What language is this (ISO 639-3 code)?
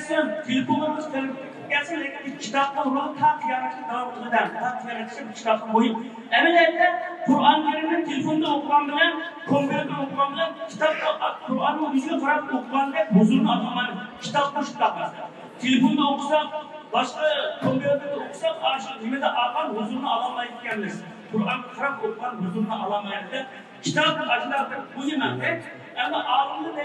uig